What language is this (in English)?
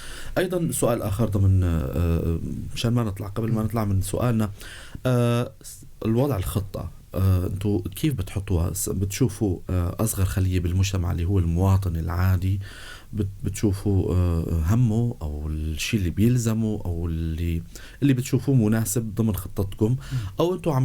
North Levantine Arabic